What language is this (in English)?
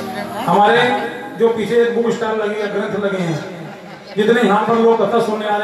Hindi